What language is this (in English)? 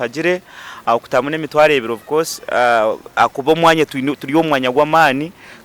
Nyankole